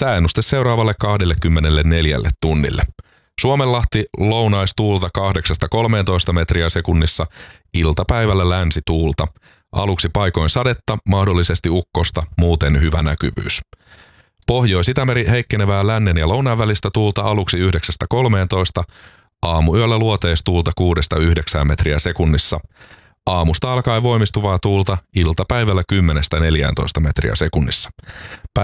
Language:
Finnish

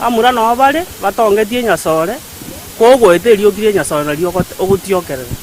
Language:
Gusii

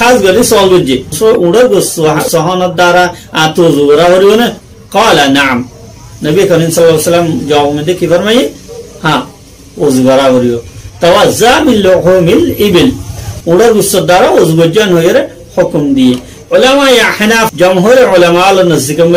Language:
Rohingya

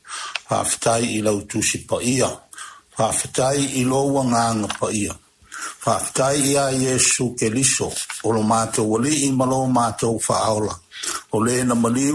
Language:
Samoan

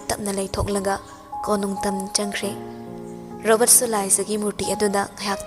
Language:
Manipuri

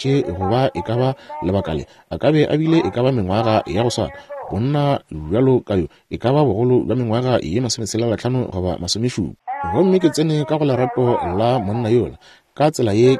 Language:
Northern Sotho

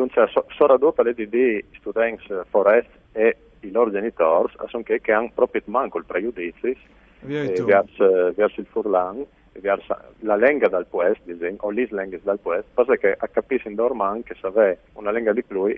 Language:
Friulian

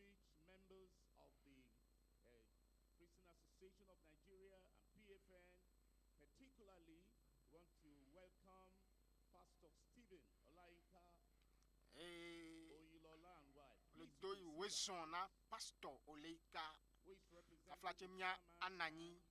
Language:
Ewe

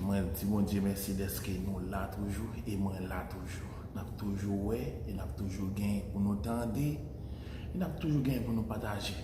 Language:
Haitian Creole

